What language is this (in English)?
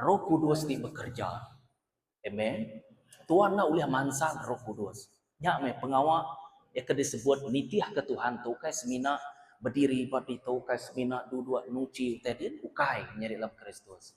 Iban